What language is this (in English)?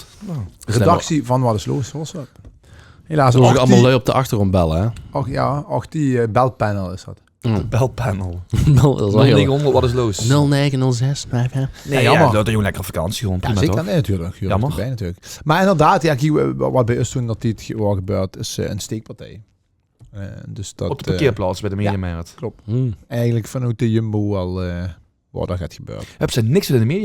Limburgish